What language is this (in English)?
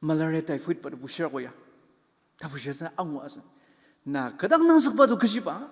Ao Naga